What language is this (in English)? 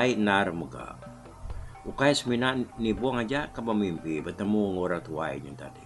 Iban